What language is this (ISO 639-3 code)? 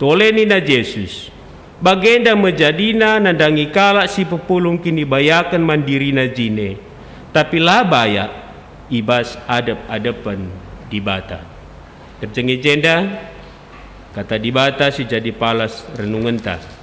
btx